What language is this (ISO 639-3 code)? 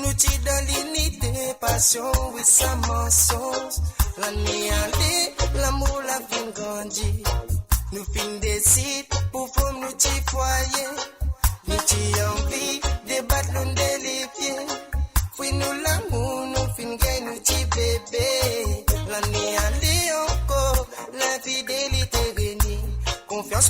mfe